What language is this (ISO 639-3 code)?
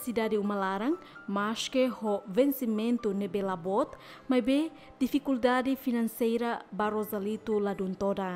tet